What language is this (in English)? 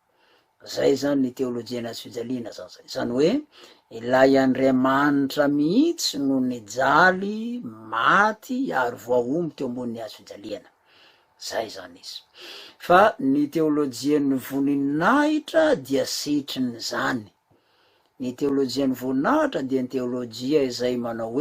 Malagasy